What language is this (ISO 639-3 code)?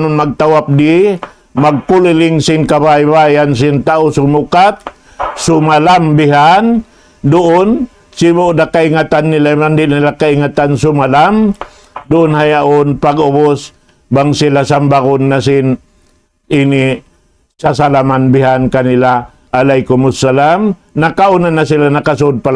tsg